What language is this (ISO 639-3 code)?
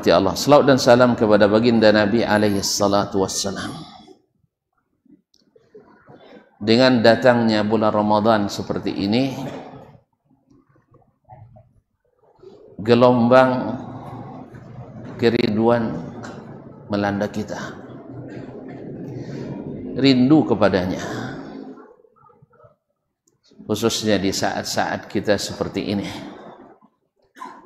msa